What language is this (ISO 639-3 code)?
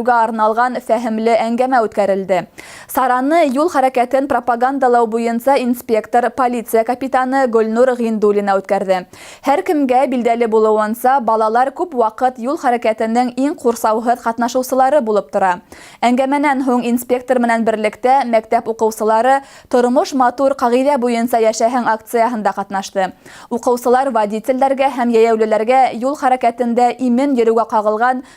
bak